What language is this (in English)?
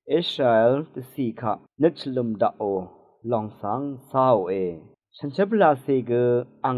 Rawang